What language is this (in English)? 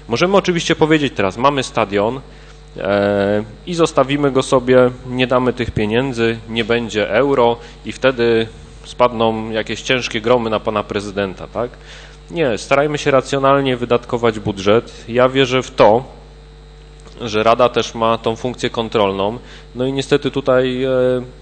Polish